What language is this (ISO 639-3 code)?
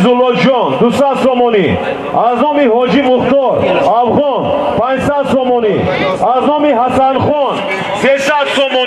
tgk